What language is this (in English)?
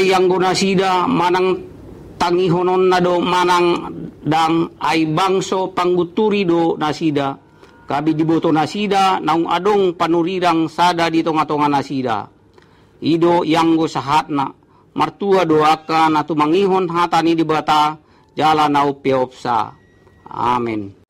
Batak Toba